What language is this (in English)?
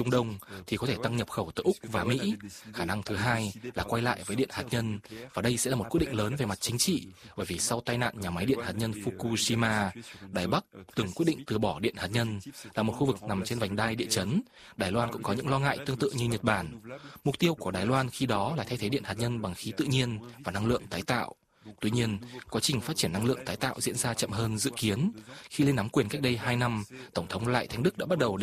Vietnamese